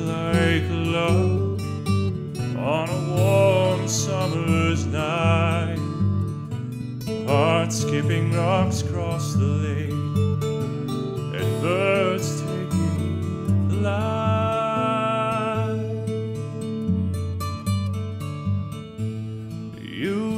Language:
English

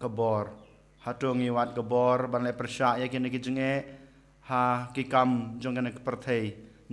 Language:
Khasi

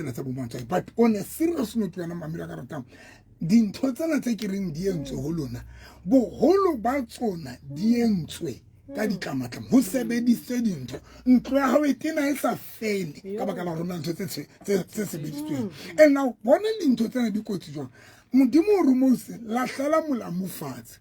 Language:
Southern Sotho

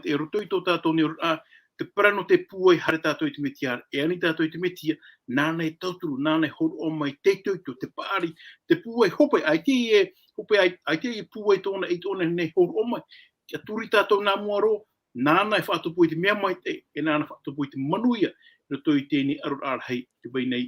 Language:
Tahitian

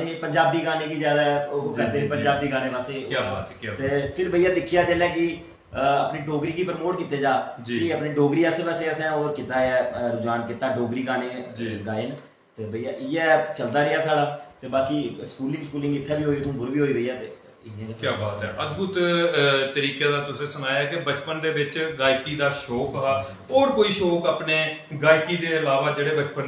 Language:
Dogri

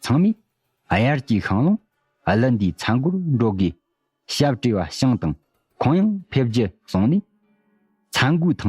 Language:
Tibetan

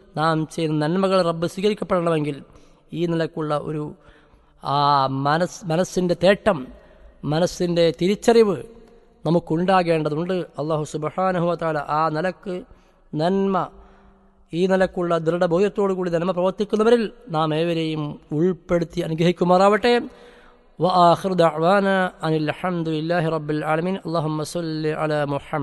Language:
Malayalam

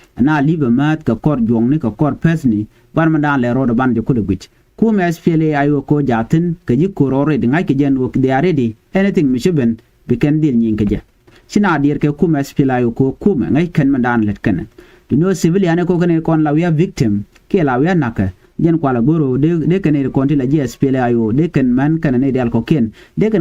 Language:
Nuer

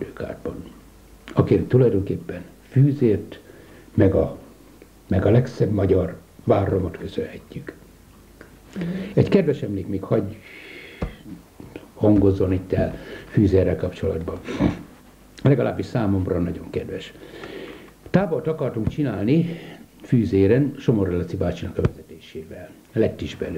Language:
Hungarian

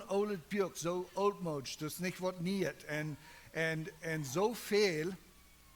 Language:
Plautdietsch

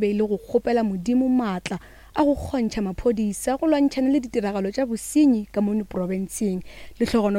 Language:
Northern Sotho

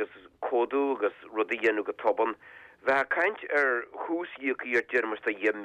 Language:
Irish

